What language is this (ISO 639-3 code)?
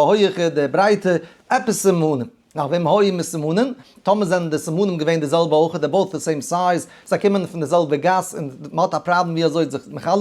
yid